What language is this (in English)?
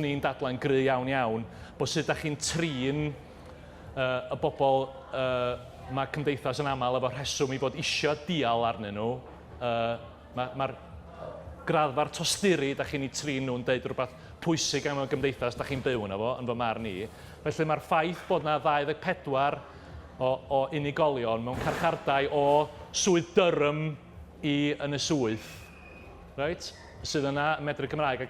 Welsh